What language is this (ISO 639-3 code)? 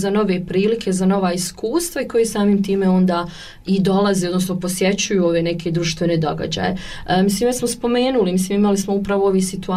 hrv